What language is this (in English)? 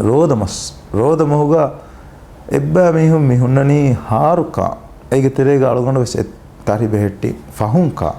Divehi